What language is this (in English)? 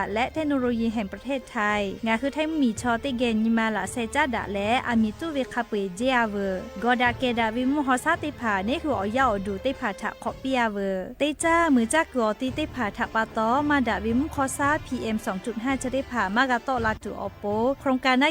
Lahu